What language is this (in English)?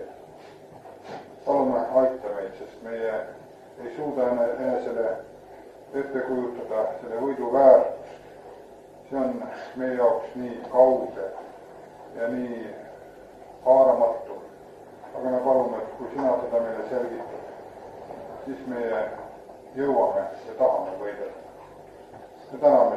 Estonian